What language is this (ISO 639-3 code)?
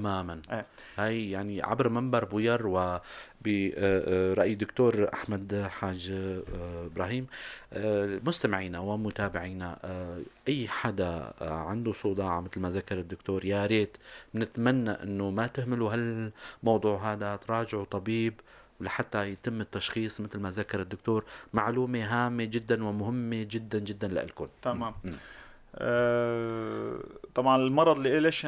apc